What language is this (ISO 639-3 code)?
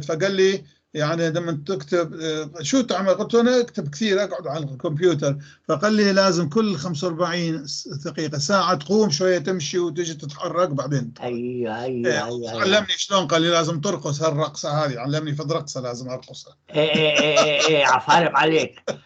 apc